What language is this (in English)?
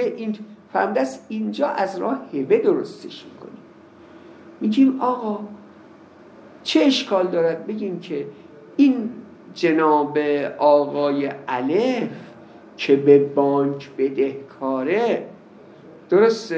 Persian